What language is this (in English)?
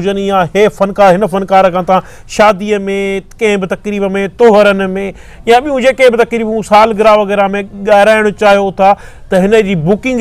Sindhi